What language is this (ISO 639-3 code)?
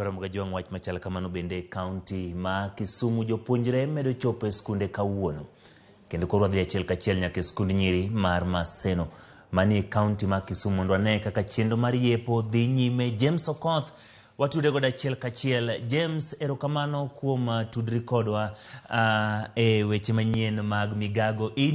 luo